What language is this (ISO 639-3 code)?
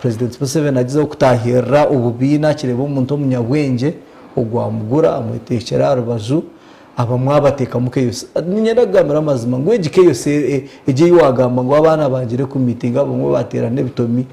nyn